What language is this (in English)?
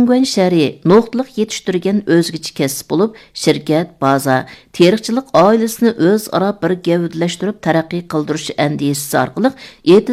Uyghur